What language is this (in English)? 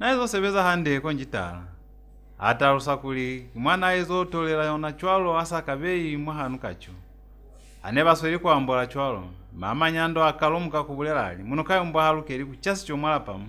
Lozi